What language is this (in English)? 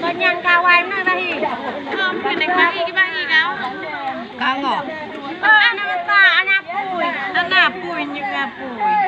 Achinese